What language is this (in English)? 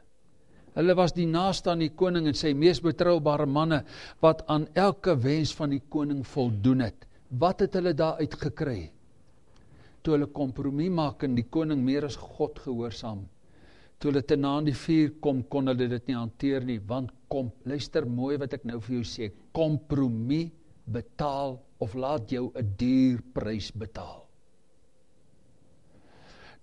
Afrikaans